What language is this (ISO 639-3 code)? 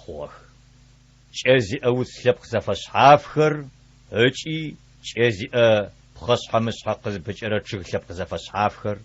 ady